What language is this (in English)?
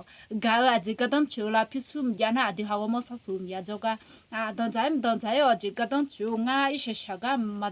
Akha